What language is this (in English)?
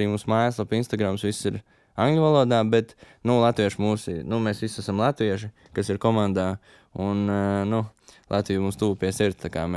Latvian